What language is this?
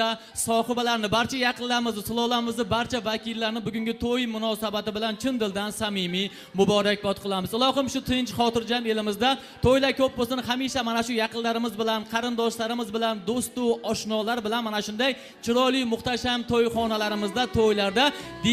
Uzbek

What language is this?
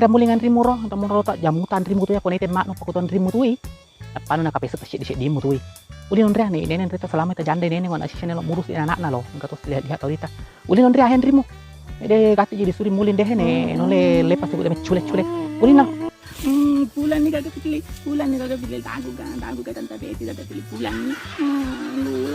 Buginese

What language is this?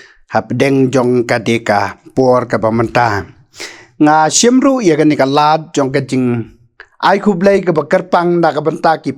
Khasi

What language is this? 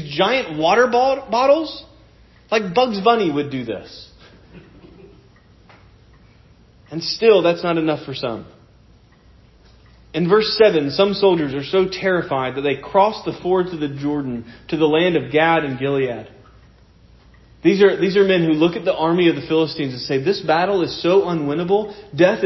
English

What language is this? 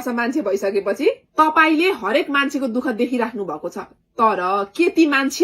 Nepali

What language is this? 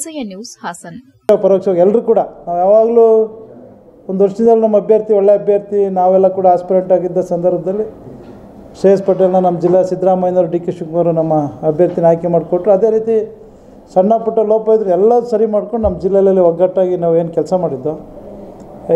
Kannada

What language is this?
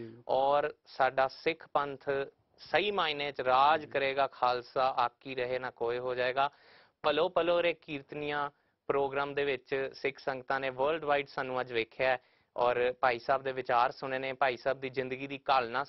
Punjabi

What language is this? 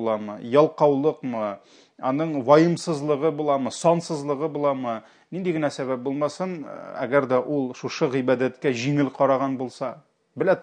Tatar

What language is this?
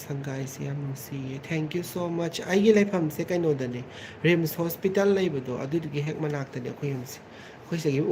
Manipuri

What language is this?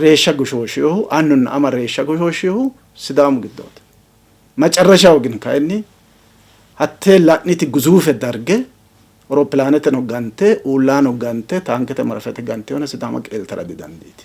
Sidamo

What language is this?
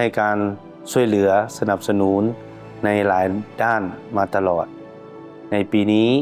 Lao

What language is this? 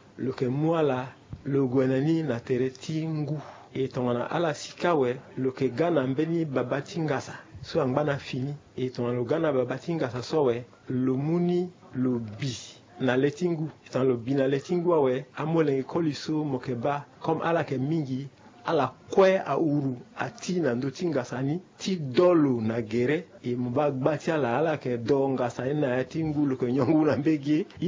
Sango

